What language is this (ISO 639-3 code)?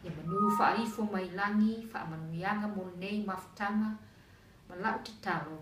smo